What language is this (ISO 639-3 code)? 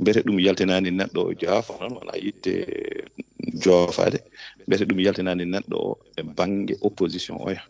ful